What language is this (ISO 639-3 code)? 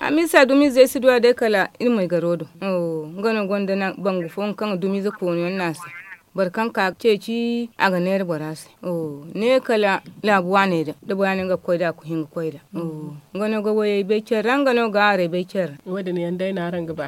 dje